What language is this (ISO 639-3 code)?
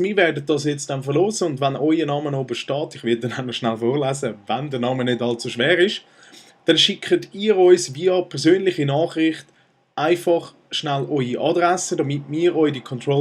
gsw